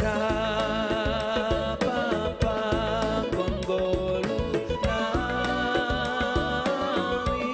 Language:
Batak Simalungun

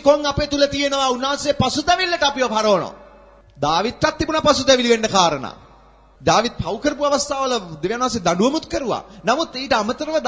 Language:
Sinhala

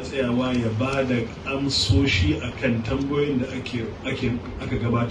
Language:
Hausa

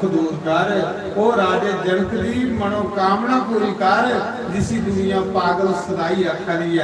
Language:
Dogri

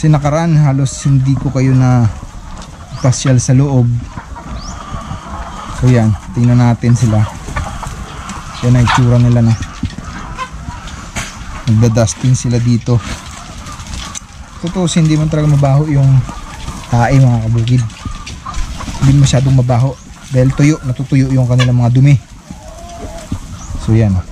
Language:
Filipino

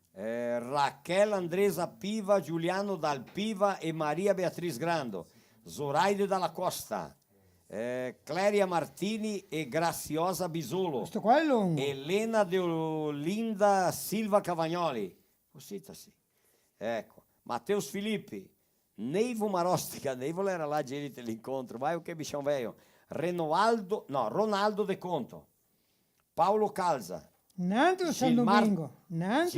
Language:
Venetian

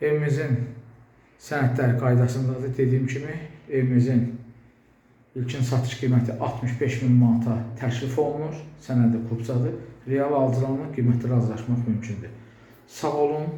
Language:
Azerbaijani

